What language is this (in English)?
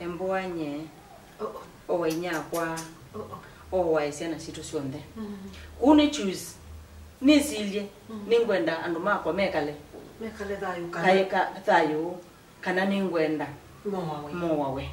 Kamba